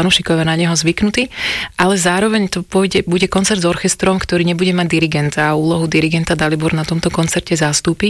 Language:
Slovak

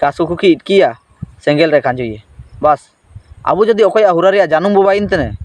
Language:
Ho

